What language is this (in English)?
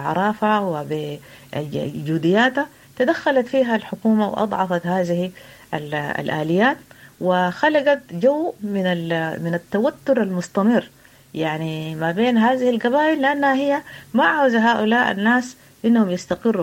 Sudanese Arabic